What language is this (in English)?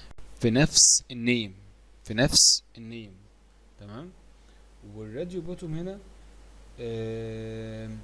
Egyptian Arabic